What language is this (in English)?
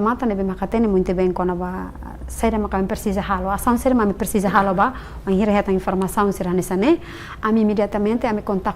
Tetum